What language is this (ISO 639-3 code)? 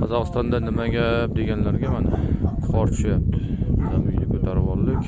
uzb